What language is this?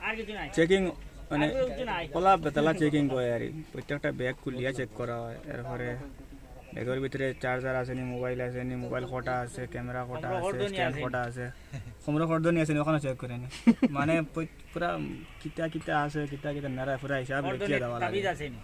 Sylheti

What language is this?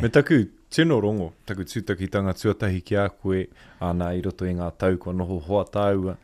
Māori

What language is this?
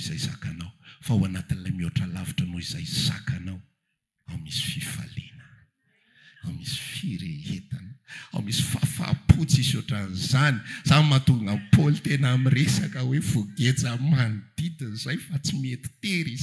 Malagasy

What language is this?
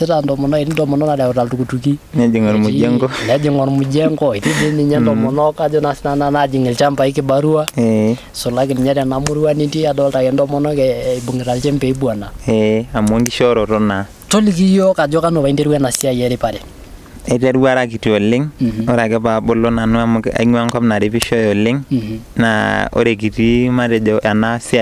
Masai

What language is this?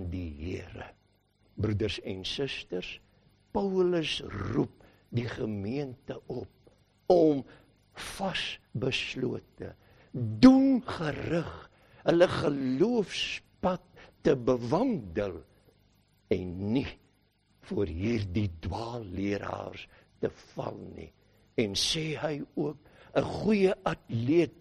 Afrikaans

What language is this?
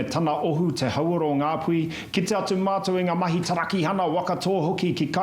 Māori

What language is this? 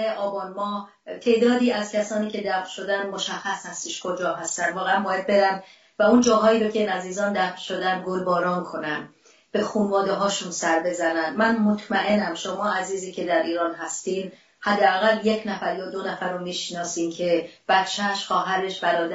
Persian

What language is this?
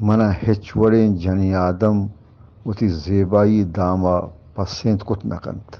Eastern Balochi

